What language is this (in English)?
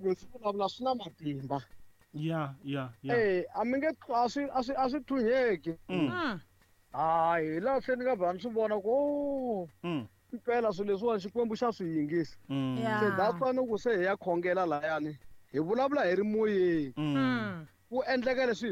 Tsonga